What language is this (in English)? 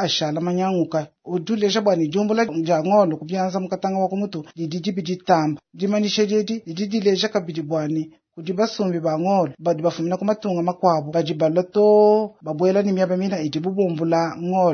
Luba-Lulua